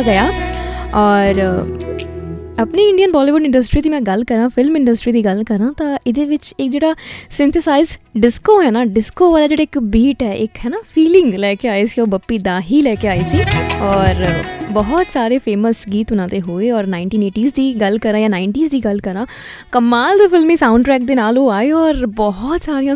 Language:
Punjabi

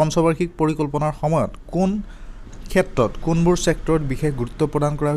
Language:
Assamese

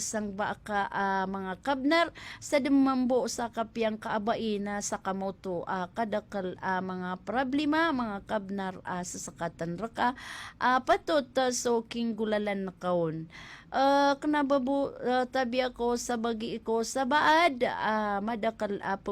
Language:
Maranao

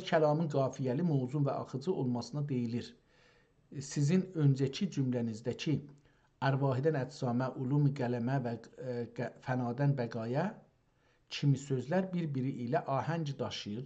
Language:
South Azerbaijani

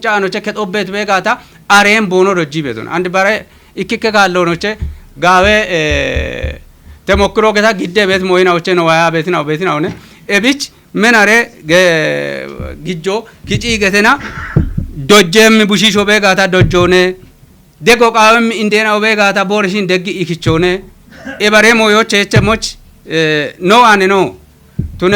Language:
Kafa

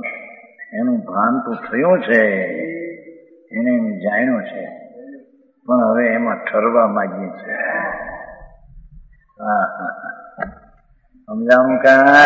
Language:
Gujarati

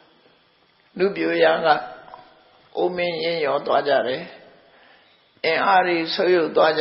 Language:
Burmese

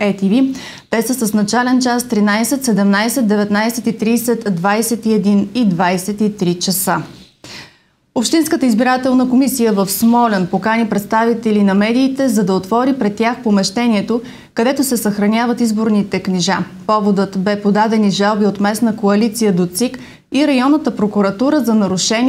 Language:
Bulgarian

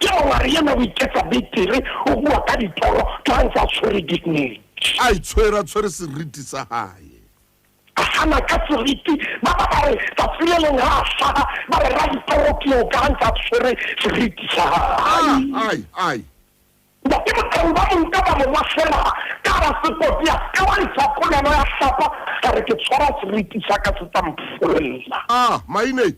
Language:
Southern Sotho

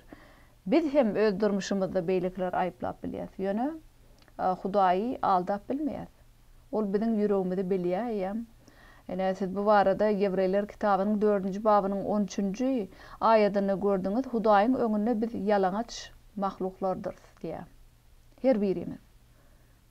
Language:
Turkmen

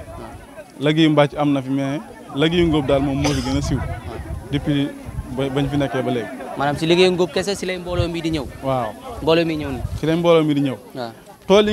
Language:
Wolof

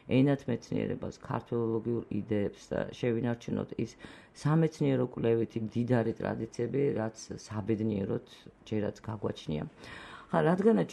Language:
Georgian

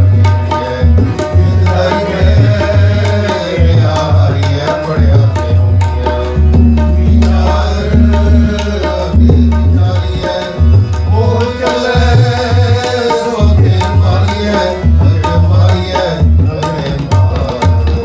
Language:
Punjabi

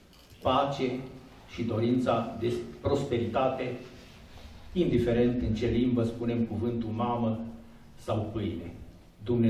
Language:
Romanian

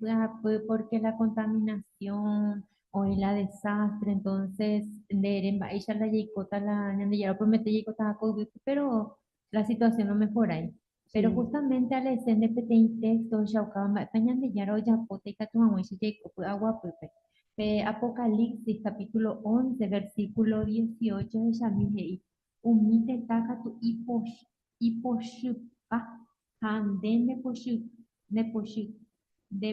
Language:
Guarani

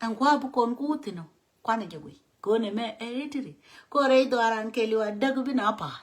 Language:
Nuer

